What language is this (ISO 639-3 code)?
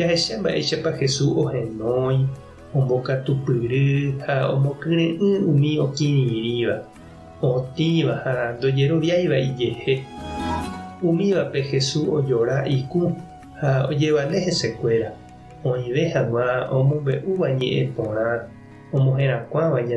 grn